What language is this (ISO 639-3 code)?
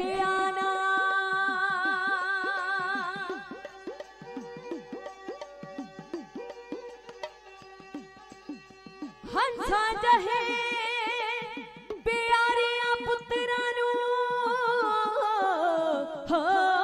pan